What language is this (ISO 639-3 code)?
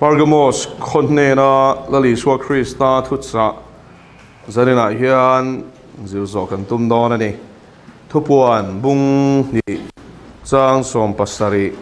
lus